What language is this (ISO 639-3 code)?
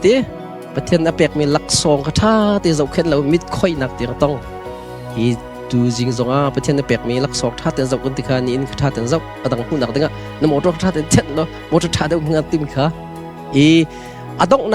cnh